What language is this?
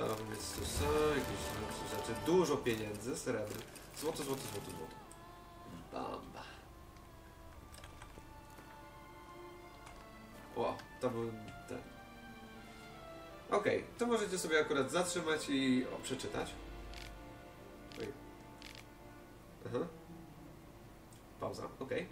Polish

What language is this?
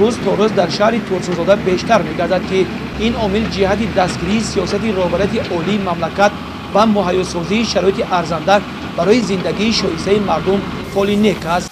Tajik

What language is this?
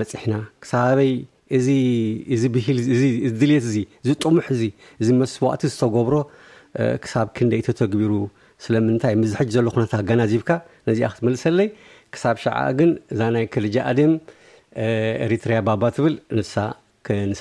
Tigrinya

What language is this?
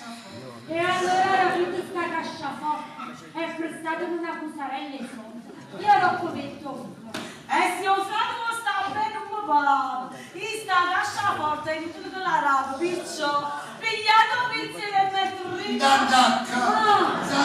Neapolitan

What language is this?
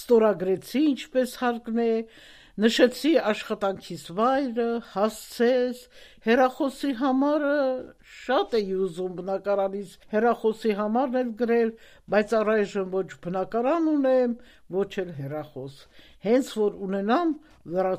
Armenian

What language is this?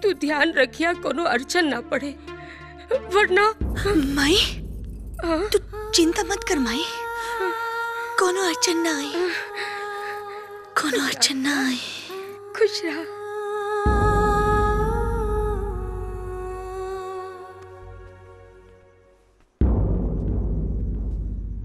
Bhojpuri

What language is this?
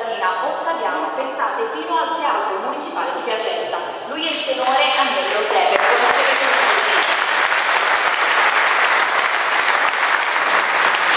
Italian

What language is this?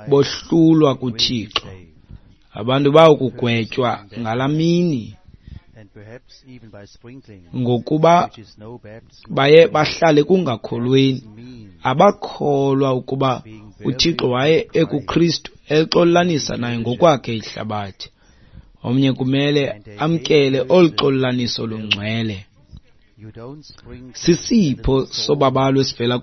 Xhosa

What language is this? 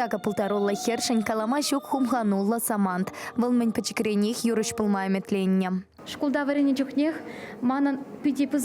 Chuvash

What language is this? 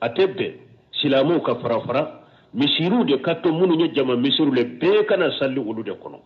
Bambara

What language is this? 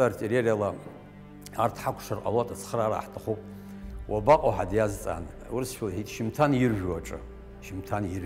Abkhazian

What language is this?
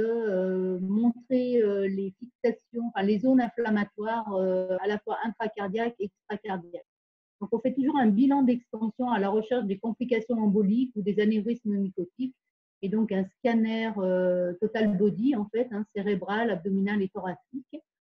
French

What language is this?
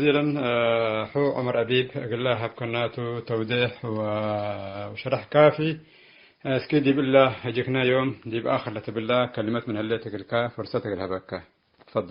Tigre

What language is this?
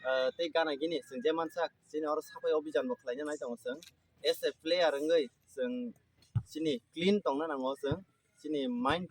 Kok Borok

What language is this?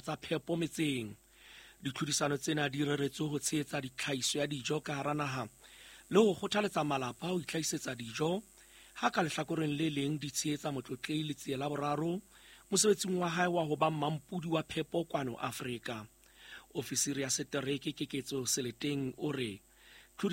Southern Sotho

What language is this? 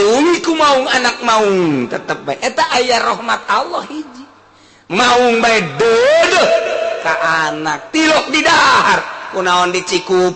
Sundanese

